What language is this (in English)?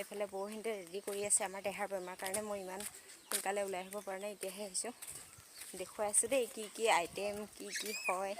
Assamese